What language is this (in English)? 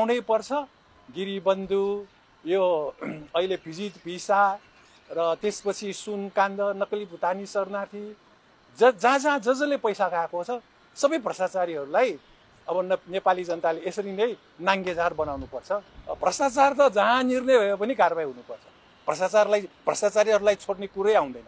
Nepali